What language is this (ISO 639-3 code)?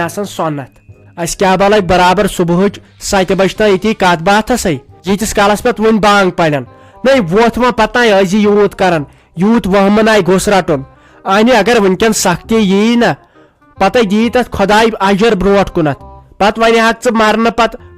kas